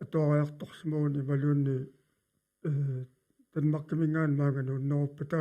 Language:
Kalaallisut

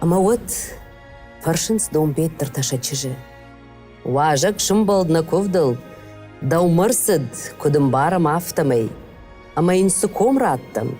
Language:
Ossetic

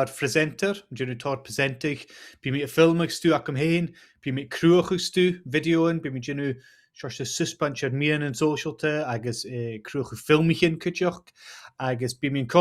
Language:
Scottish Gaelic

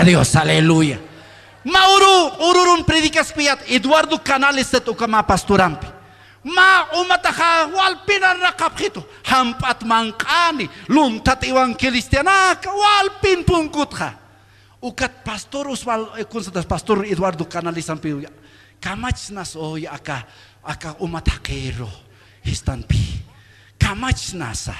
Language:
Aymara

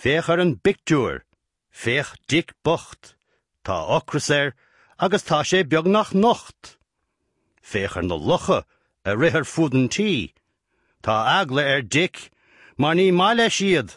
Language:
Irish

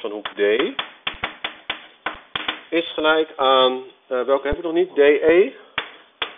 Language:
Dutch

